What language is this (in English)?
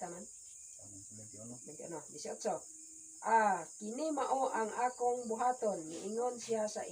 Cebuano